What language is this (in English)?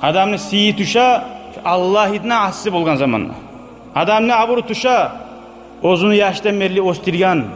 Kumyk